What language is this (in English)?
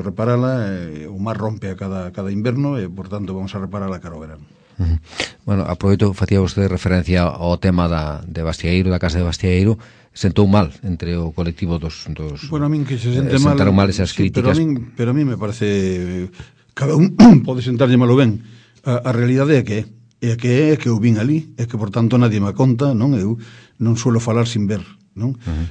Galician